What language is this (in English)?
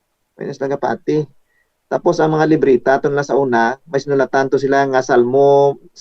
Hiligaynon